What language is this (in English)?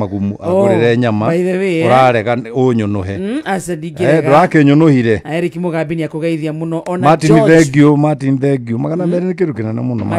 Kikuyu